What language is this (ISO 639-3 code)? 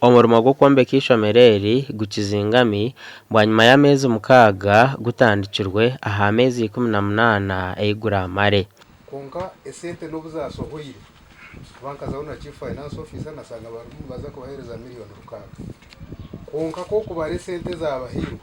nyn